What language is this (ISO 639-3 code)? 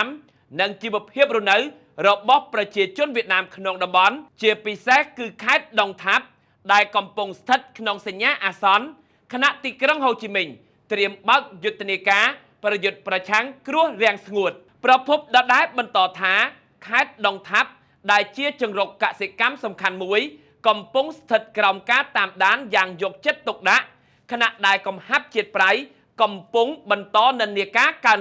khm